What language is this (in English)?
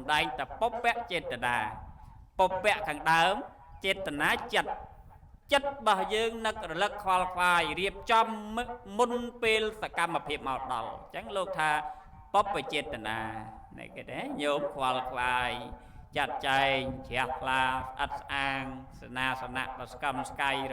Khmer